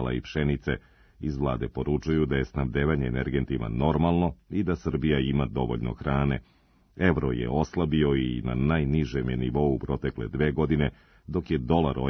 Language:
Serbian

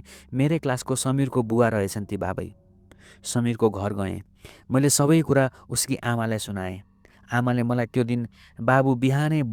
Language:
Nepali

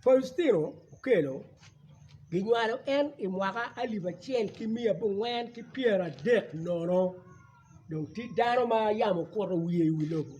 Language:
Acoli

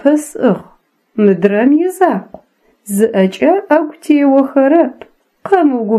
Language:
Adyghe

